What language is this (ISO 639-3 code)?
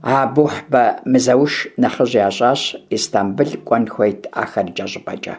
kbd